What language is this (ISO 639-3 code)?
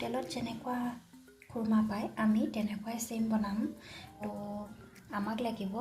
asm